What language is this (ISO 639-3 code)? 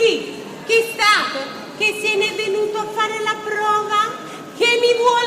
nap